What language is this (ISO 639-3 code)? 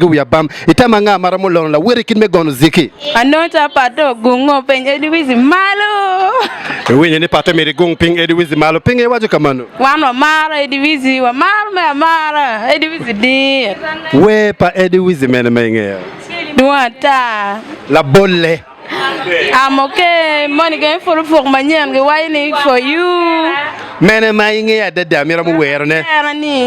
ach